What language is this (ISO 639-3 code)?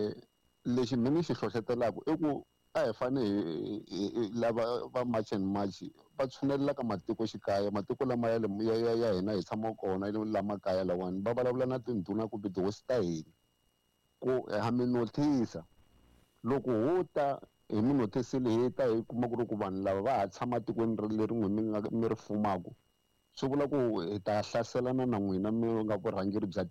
tso